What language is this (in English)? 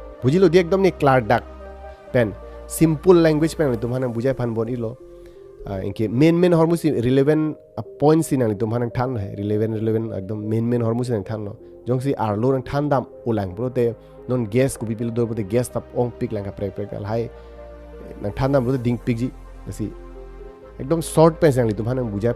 Karbi